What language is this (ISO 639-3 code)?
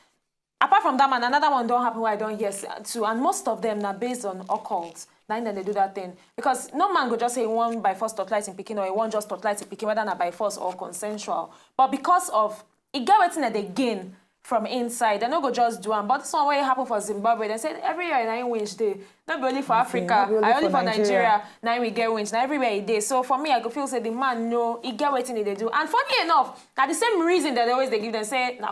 pcm